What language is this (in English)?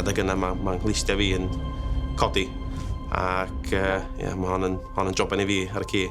Welsh